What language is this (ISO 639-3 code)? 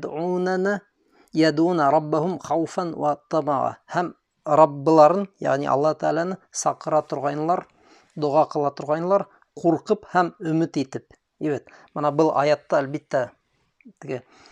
bak